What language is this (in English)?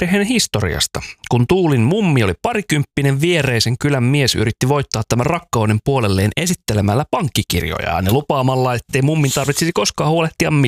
Finnish